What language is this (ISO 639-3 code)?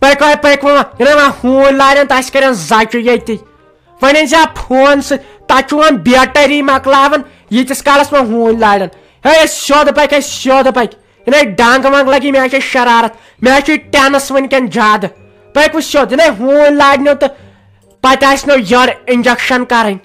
kas